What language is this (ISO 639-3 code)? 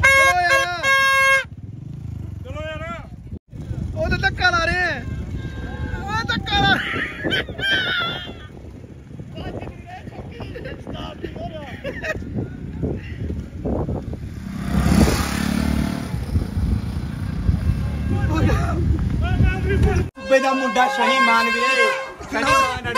pan